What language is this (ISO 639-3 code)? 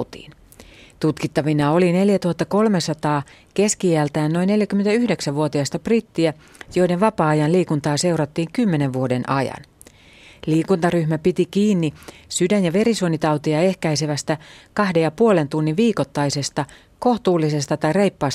fin